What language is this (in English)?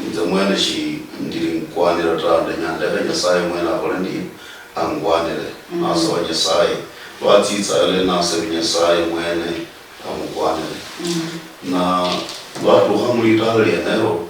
Luyia